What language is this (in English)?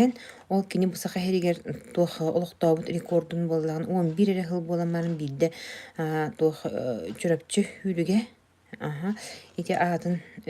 Yakut